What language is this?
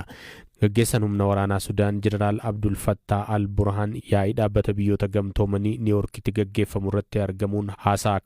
Oromo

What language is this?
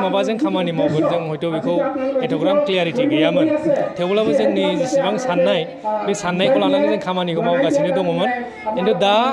Bodo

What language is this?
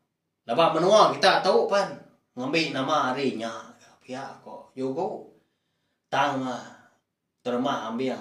Iban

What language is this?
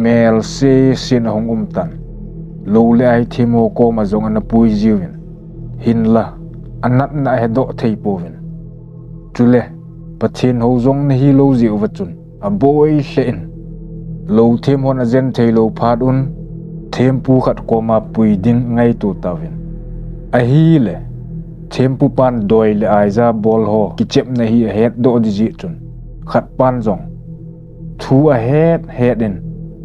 Thado Chin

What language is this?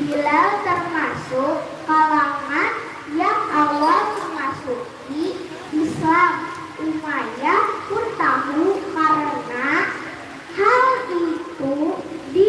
Banjar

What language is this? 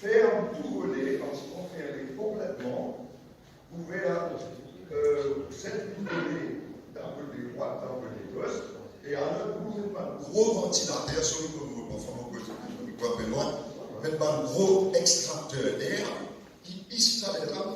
Morisyen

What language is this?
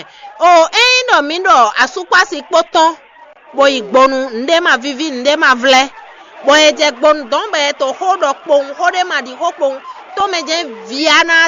Fon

